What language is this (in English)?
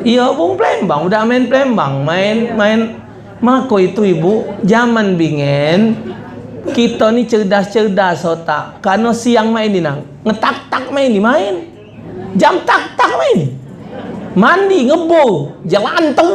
Musi